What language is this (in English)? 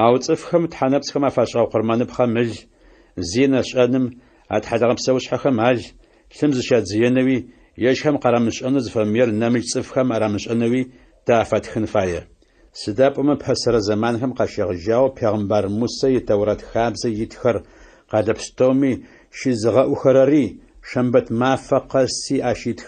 Adyghe